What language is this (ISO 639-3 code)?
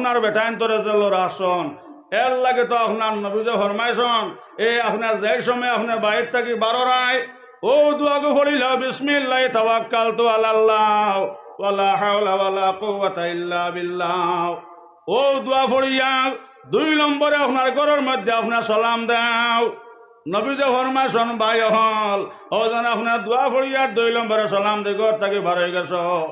syl